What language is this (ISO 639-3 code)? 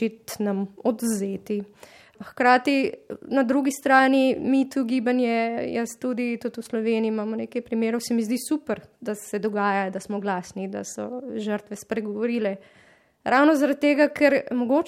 slv